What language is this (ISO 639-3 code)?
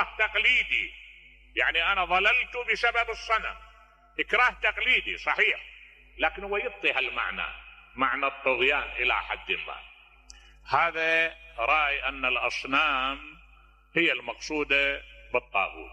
acm